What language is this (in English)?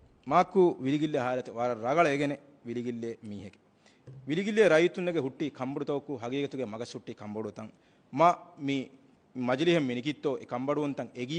Divehi